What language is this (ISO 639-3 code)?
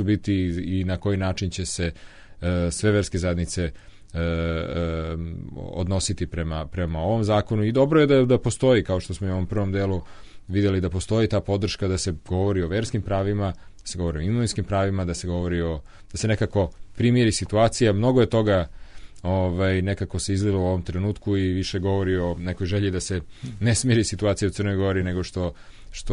srp